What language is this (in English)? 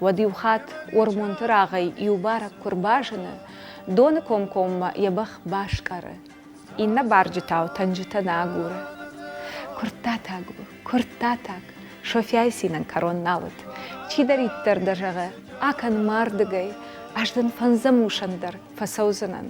Ossetic